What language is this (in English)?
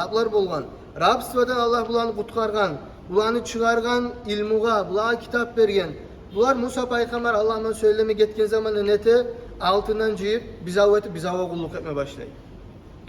Kumyk